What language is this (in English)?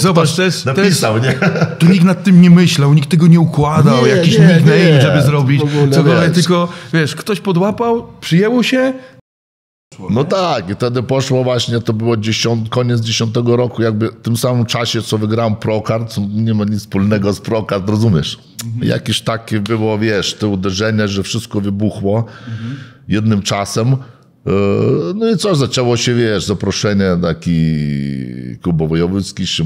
Polish